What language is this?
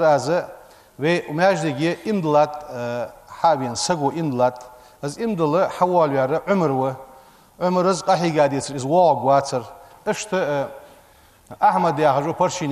Ingush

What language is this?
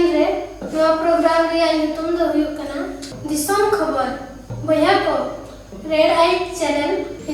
Santali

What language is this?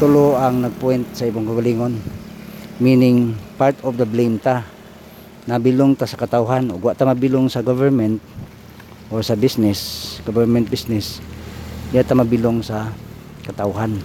Cebuano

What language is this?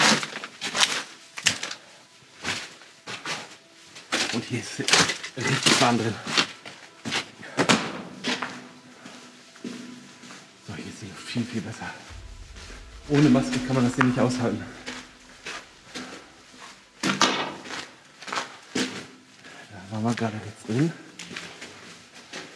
German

